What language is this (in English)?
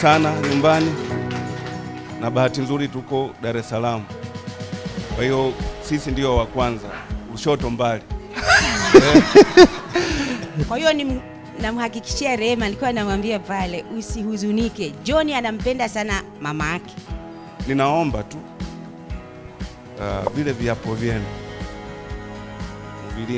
Swahili